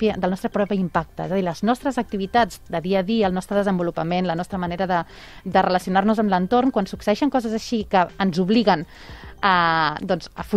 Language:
Catalan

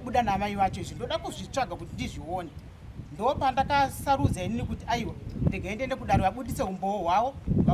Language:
Shona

